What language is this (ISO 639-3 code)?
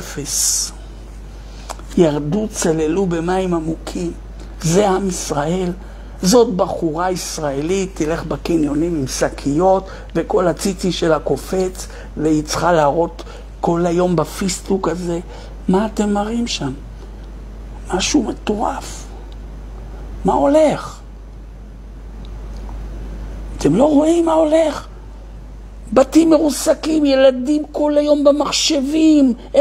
heb